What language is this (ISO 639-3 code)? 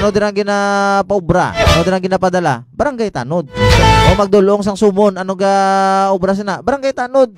hil